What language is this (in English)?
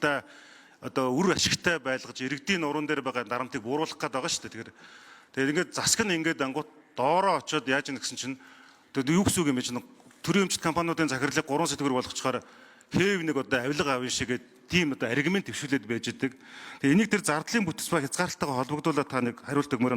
Mongolian